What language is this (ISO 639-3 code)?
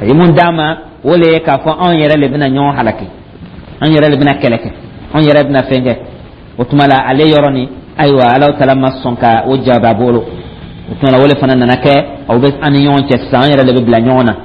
dyu